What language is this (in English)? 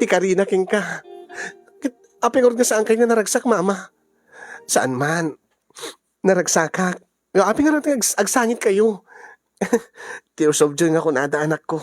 Iloko